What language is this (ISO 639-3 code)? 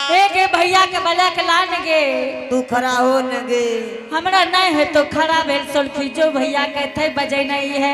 anp